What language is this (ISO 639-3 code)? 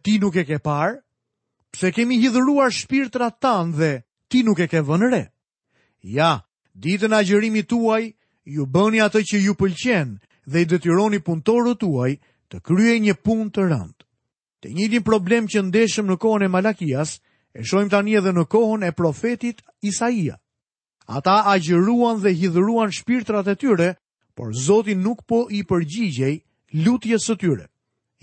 sqi